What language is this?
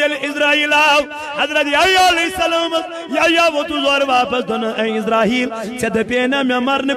Kashmiri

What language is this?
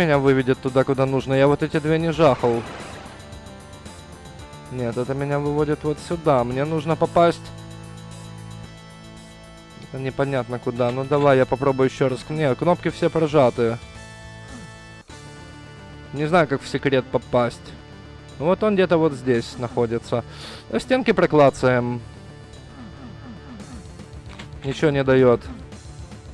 Russian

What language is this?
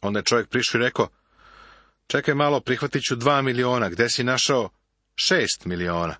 Serbian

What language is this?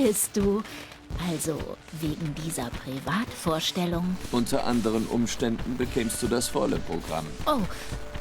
Swiss German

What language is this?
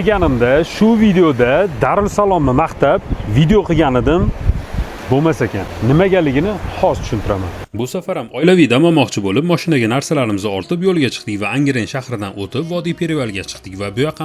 Uzbek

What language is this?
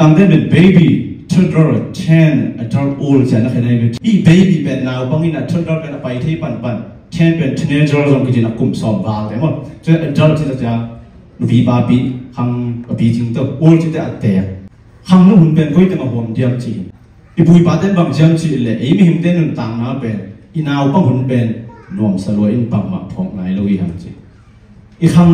Tedim Chin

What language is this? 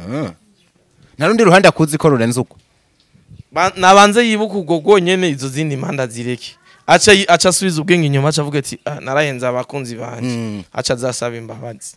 Rundi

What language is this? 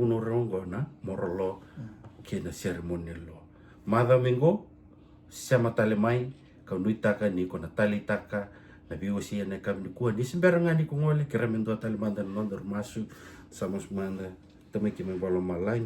Fijian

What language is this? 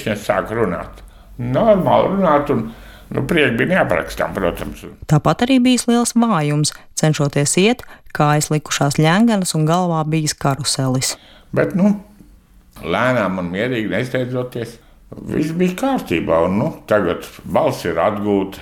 Latvian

